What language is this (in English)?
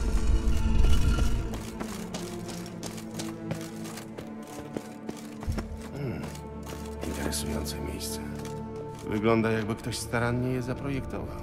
Polish